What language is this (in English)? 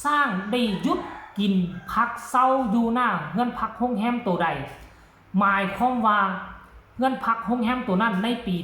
Northeastern Thai